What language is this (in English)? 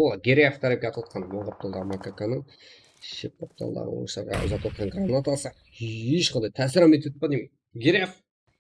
Kara-Kalpak